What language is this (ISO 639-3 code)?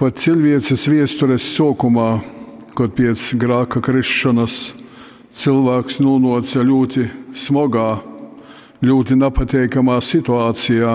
ltg